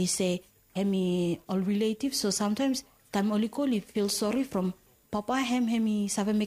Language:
Bislama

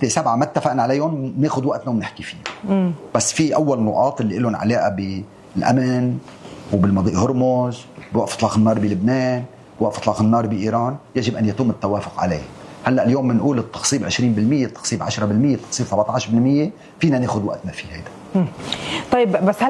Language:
North Levantine Arabic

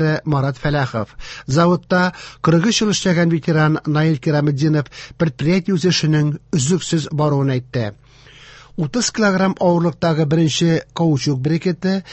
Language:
Tatar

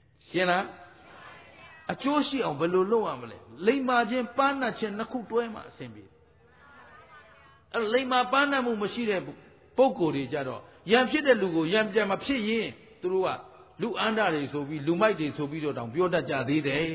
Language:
Burmese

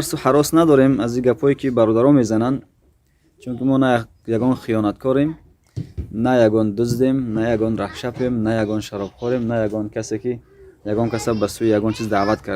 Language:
Tajik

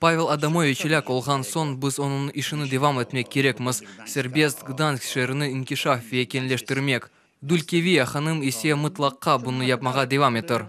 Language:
Crimean Tatar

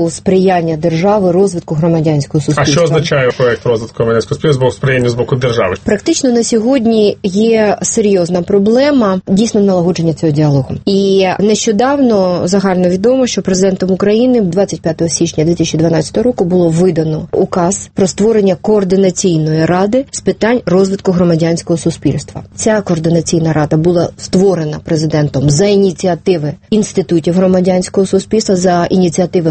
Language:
Ukrainian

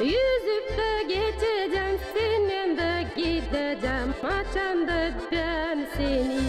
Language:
Gagauz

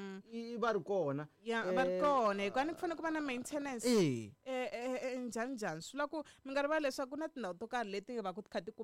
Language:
Tsonga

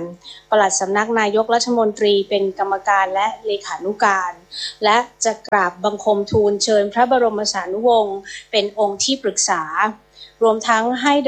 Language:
Thai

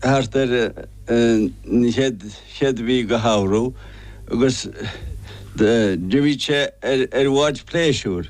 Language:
Irish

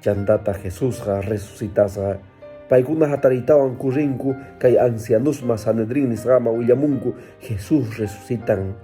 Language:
Quechua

